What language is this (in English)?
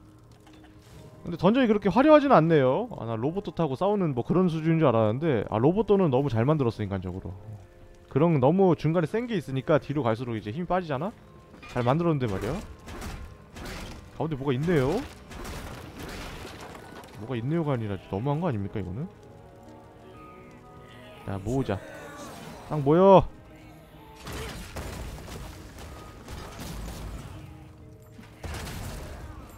Korean